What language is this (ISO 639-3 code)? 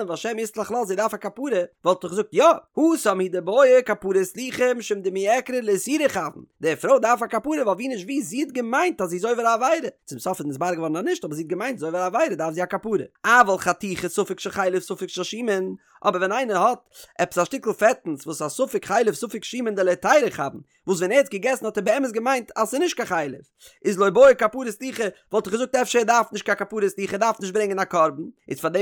yid